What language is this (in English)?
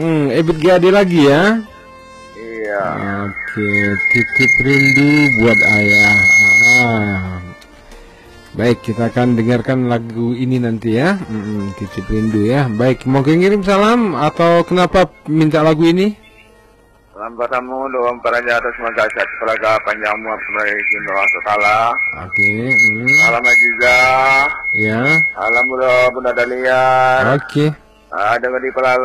Indonesian